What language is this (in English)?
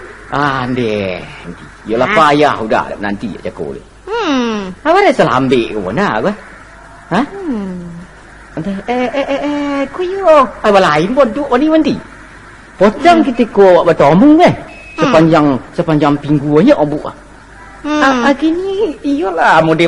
Minangkabau